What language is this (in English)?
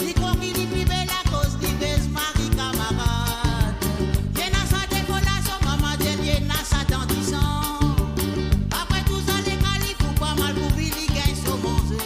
Morisyen